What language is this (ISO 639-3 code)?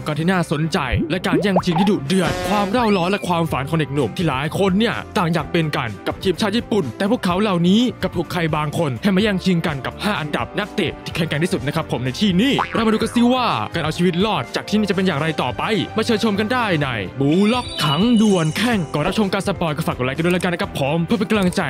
tha